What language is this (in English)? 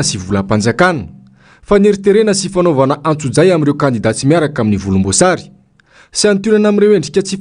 Malagasy